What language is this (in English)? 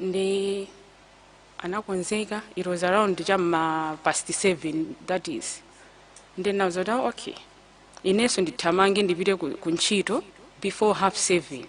Nyanja